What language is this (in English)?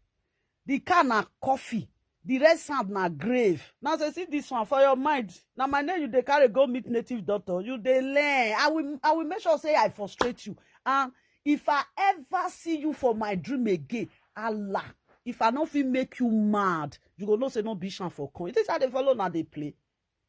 Nigerian Pidgin